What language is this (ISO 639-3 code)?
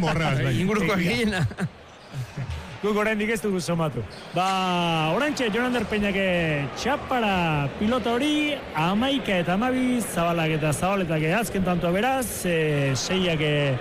eus